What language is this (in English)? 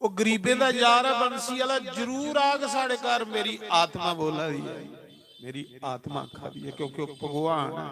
Dogri